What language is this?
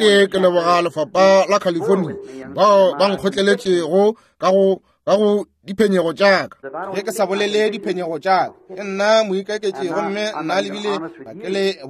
Northern Sotho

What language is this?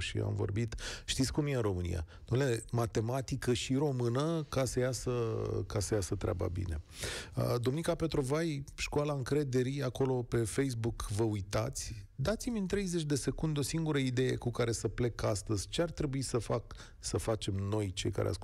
Romanian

